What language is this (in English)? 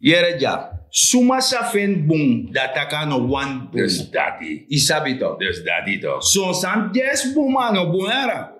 Sranan Tongo